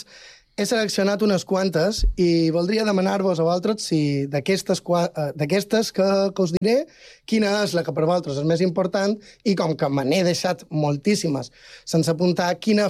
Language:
Catalan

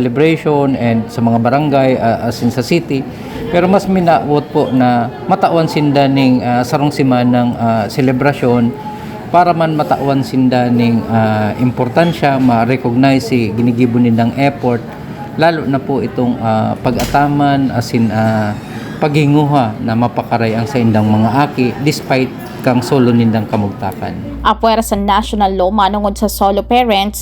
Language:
Bikol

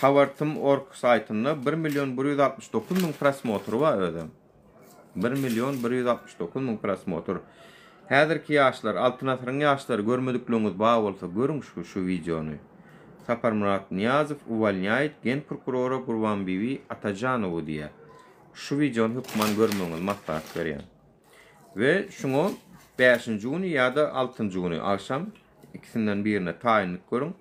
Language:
Turkmen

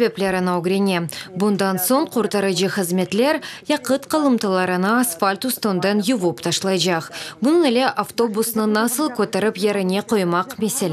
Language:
Crimean Tatar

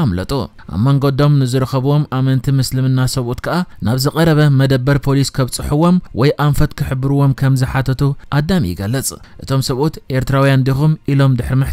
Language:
Tigrinya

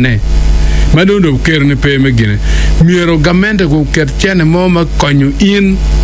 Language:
Acoli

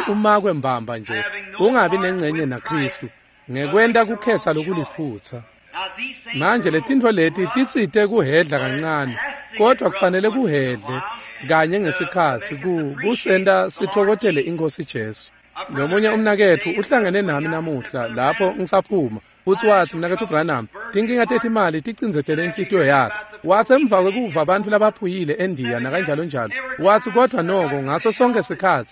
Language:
Swati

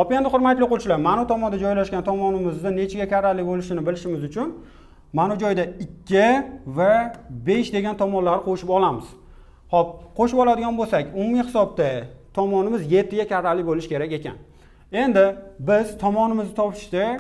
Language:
Uzbek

